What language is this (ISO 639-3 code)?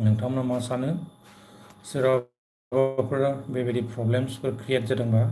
brx